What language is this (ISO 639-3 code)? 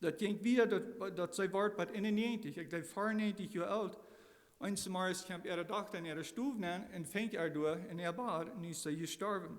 pdt